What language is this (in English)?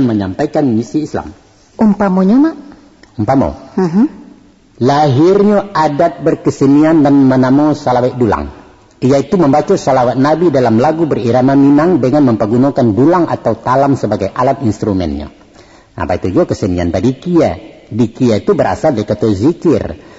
Minangkabau